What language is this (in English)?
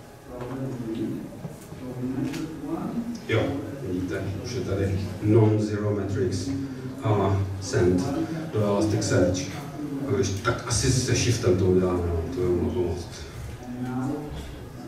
Czech